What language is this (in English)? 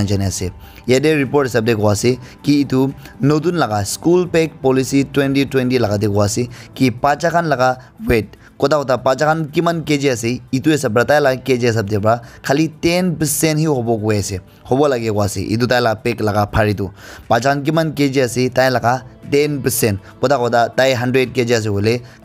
Naga Pidgin